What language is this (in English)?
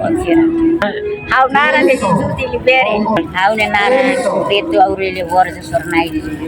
Tetum